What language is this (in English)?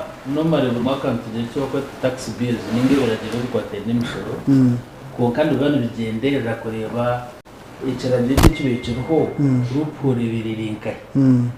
Nyankole